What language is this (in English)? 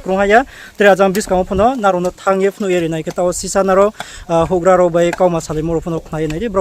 Riang (India)